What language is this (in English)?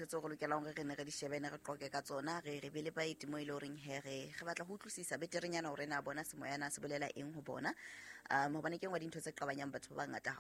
Southern Sotho